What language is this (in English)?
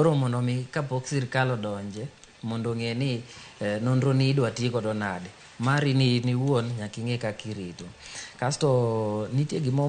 Luo (Kenya and Tanzania)